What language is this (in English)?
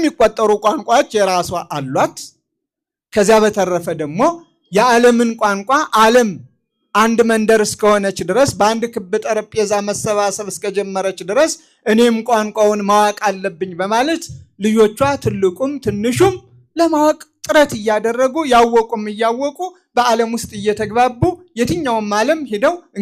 Amharic